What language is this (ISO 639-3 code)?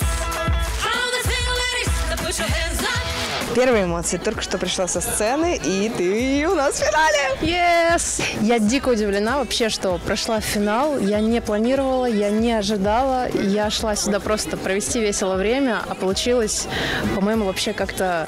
rus